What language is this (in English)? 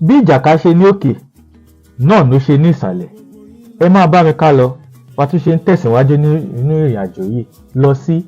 Yoruba